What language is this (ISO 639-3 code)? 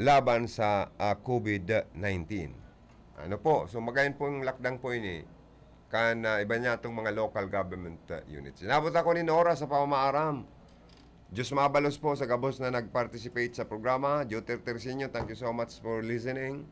bik